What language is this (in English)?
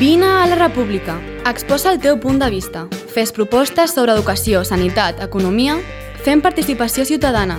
Catalan